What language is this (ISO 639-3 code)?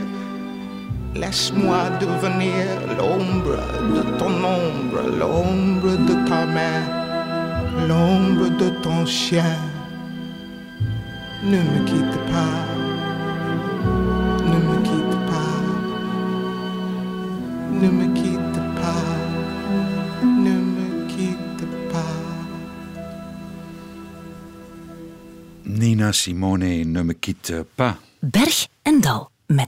nld